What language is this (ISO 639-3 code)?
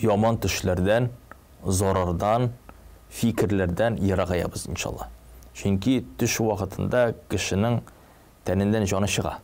tat